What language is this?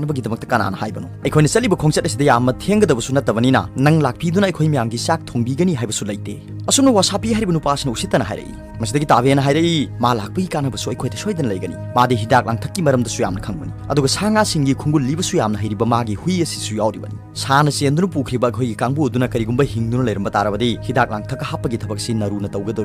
Manipuri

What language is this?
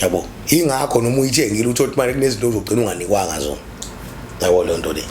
Zulu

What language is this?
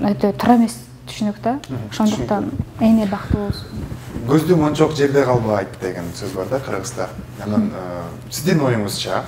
Kyrgyz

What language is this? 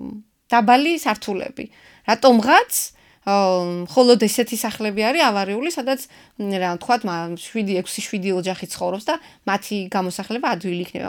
Georgian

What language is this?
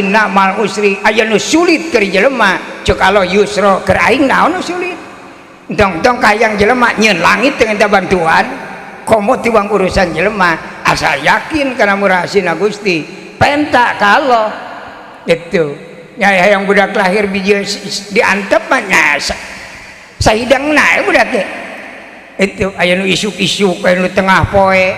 Sundanese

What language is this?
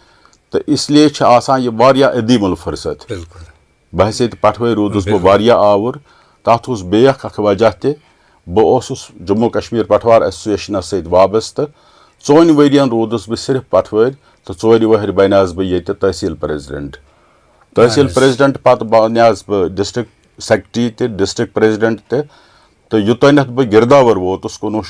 Kashmiri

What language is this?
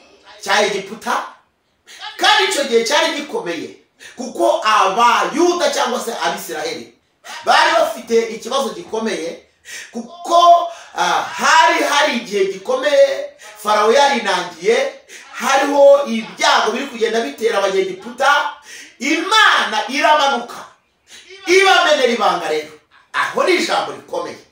Kinyarwanda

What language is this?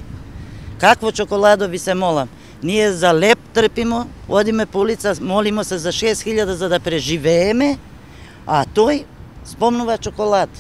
Macedonian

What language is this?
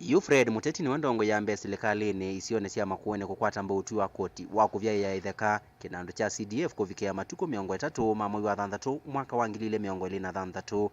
Kamba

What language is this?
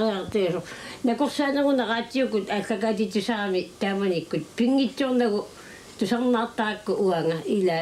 Kalaallisut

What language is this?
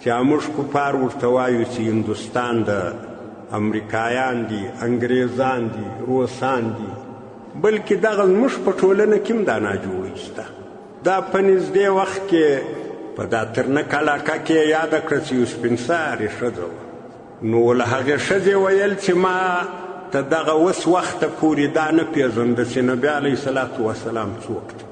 Pashto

